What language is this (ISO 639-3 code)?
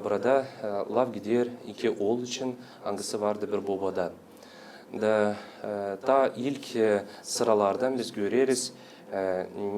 gag